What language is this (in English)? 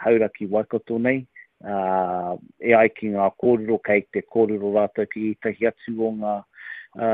Māori